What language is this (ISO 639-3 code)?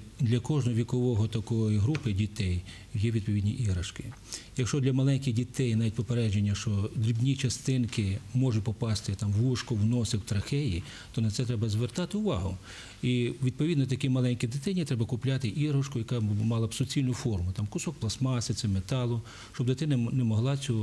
ukr